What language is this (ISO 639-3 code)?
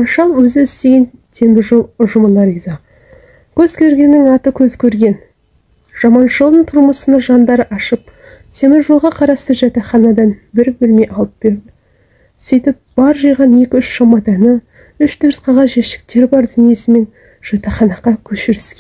kaz